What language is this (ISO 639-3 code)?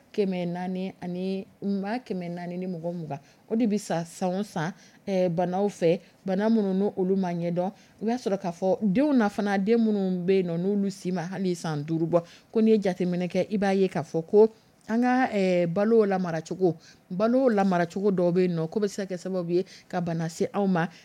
dyu